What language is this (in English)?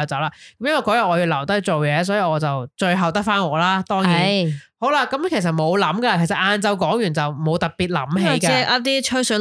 Cantonese